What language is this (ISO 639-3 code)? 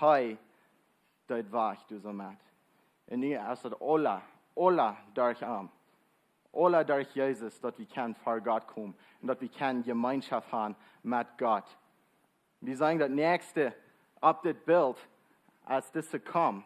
pdt